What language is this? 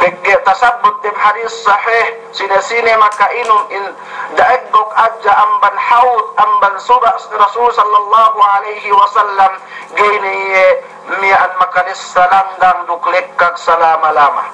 Yakan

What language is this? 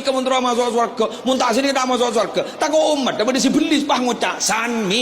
Madurese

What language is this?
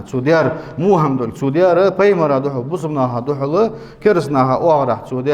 Ingush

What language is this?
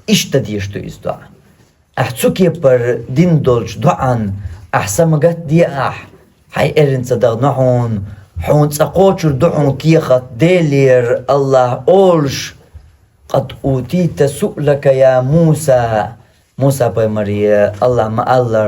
Chechen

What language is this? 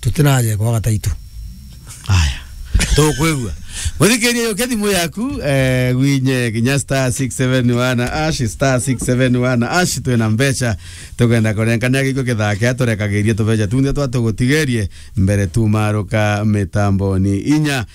Meru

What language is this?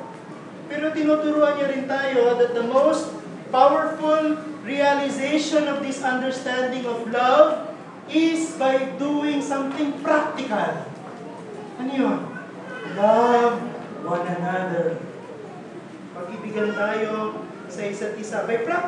Filipino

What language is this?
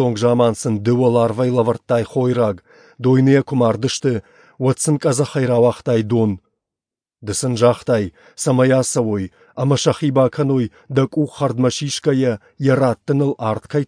Ossetic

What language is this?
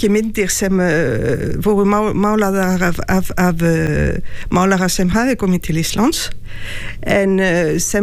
Icelandic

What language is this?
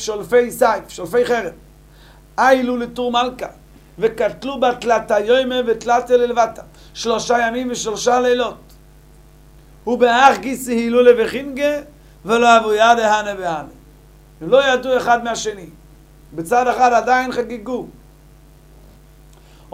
Hebrew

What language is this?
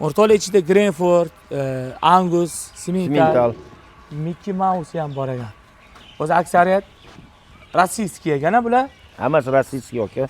Uzbek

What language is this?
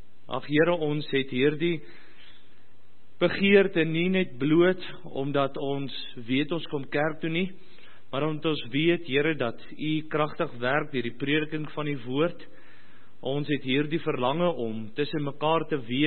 Afrikaans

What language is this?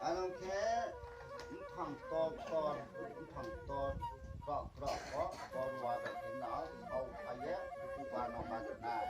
Riang (India)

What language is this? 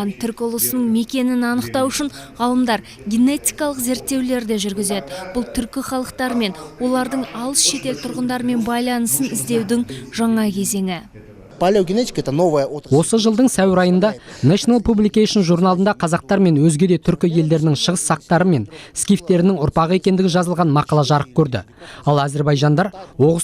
Kazakh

